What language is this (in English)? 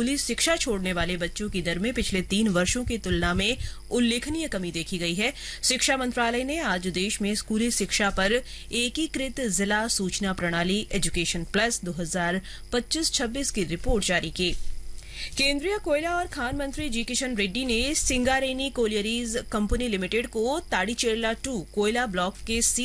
Hindi